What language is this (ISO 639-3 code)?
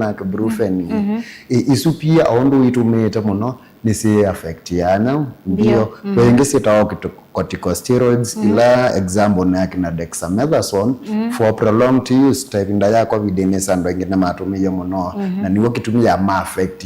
kam